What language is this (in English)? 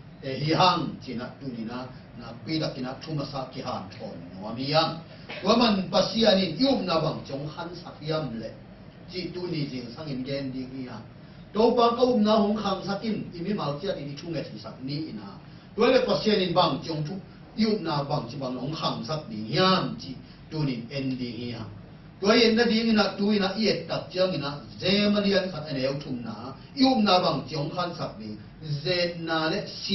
Tedim Chin